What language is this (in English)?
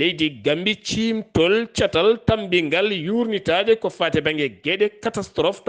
Fula